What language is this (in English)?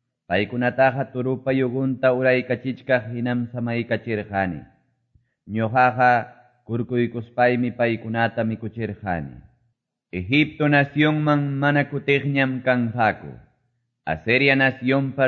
Quechua